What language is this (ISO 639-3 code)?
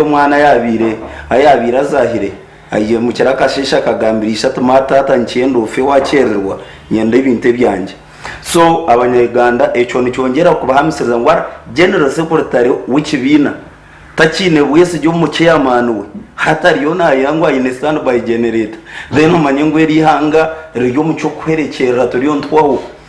nyn